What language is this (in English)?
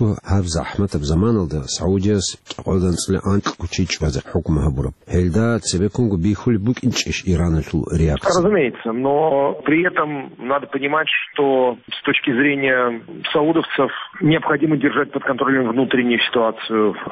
Avaric